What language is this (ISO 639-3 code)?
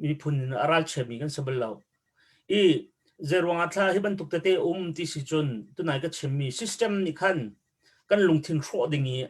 cnh